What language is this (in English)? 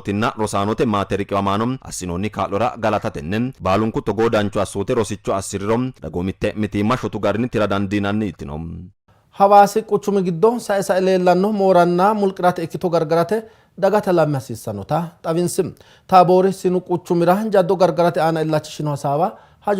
Sidamo